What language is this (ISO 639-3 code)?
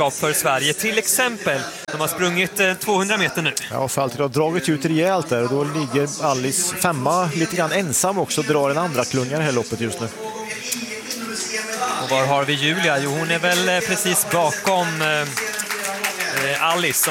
swe